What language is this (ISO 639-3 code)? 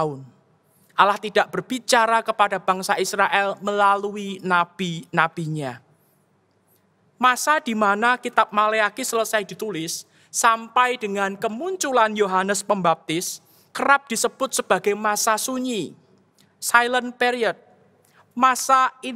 ind